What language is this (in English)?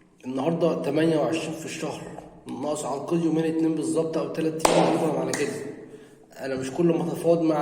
Egyptian Arabic